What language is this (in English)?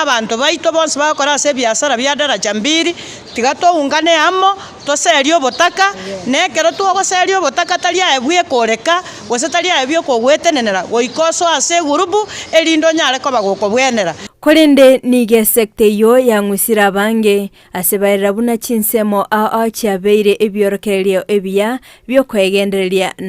Gusii